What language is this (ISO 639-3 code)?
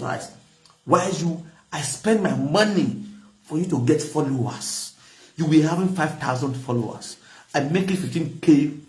pcm